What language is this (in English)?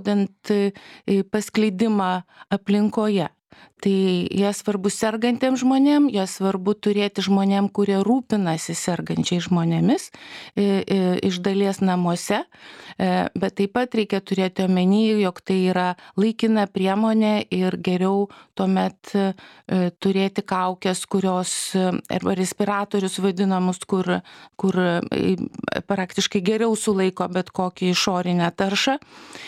Lithuanian